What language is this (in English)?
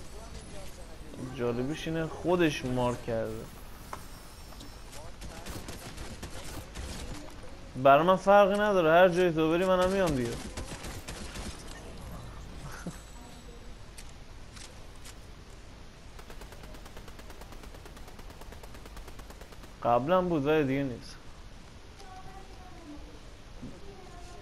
Persian